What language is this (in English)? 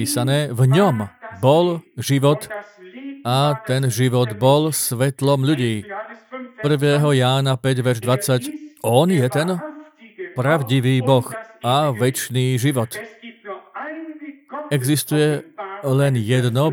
Slovak